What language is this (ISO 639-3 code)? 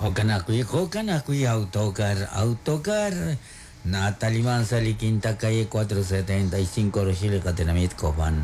kek